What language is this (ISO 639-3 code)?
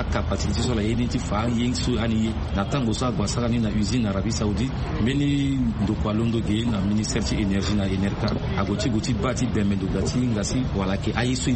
sag